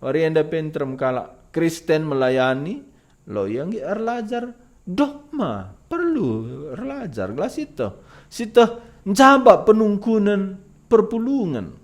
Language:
Batak Karo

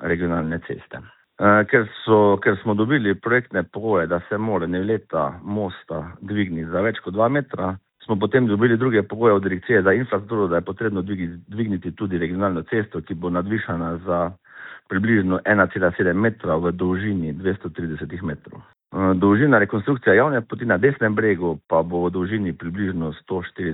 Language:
Slovenian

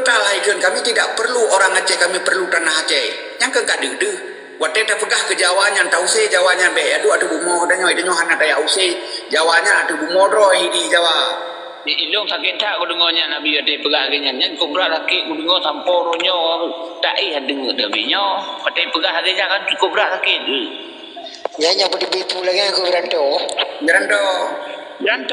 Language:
Achinese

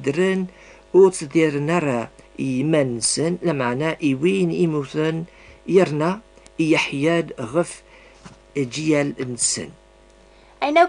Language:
Kabyle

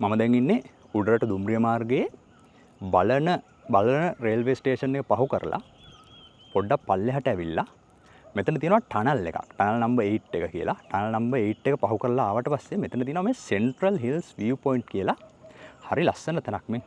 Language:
Sinhala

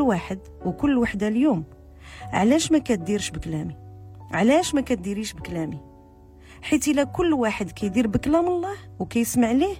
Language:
Moroccan Arabic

